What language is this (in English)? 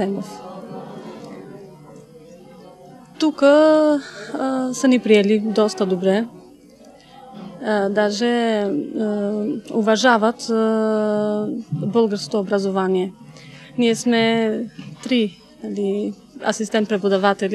Bulgarian